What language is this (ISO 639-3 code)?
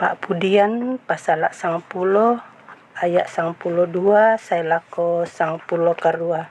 sda